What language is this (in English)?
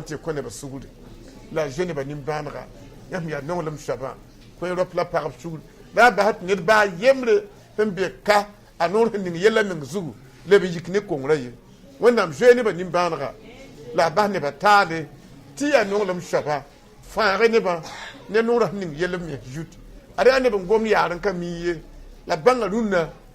Mossi